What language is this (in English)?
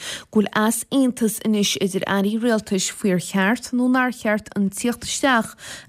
Irish